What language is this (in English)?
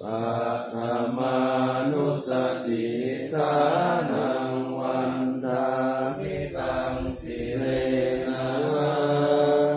Pali